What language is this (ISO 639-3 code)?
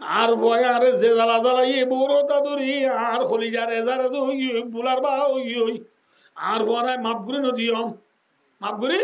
rhg